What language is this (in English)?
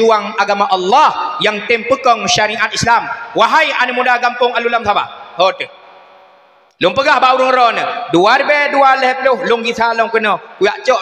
Achinese